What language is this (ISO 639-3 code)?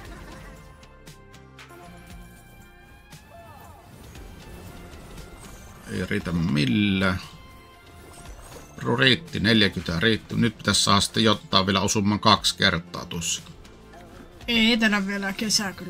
fin